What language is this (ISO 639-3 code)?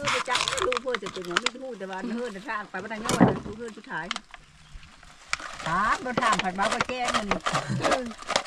tha